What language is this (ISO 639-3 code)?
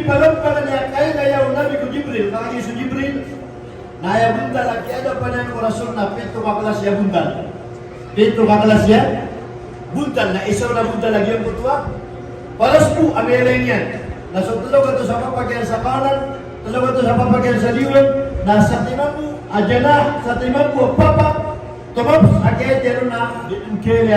mrw